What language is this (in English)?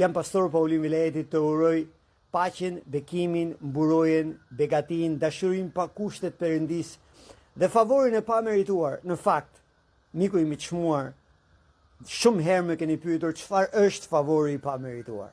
Albanian